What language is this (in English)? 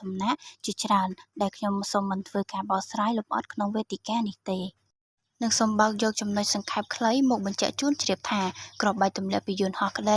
Khmer